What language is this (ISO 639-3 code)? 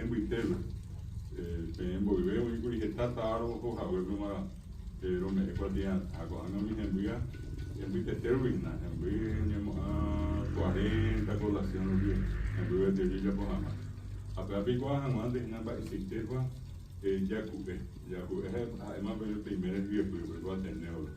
grn